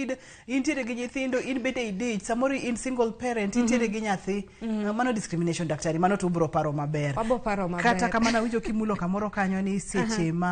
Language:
Luo (Kenya and Tanzania)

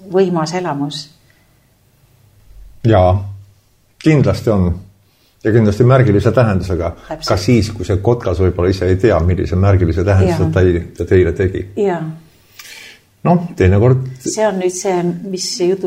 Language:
Estonian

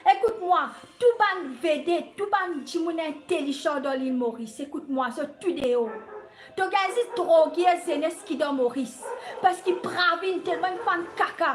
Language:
Morisyen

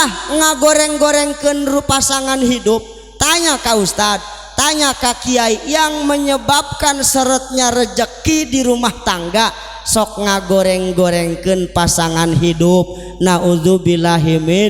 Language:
Sundanese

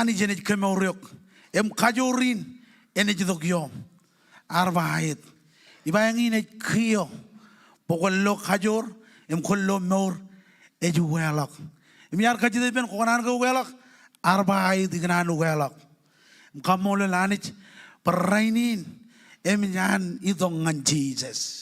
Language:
Marshallese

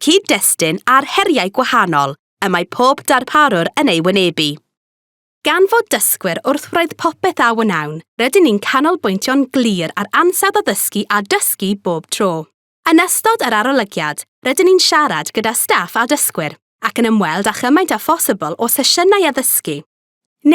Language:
Welsh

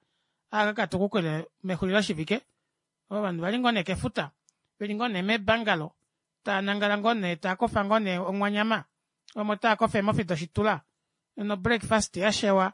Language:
Kuanyama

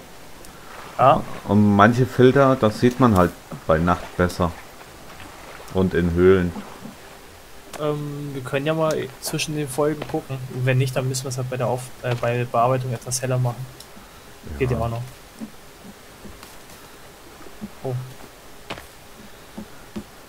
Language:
German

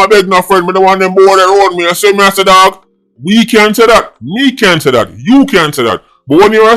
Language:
Jamaican Creole English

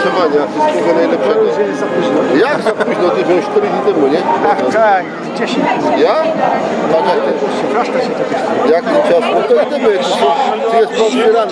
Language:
Silesian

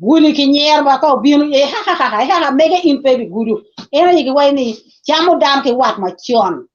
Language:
Acoli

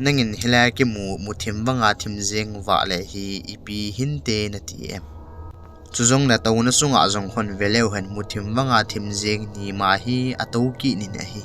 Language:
Thado Chin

